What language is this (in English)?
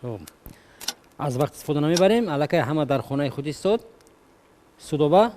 Tajik